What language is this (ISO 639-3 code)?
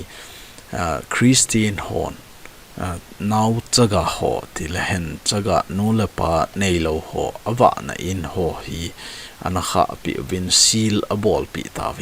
tcz